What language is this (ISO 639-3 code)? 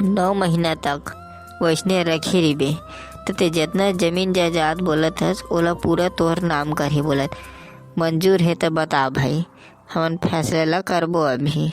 hne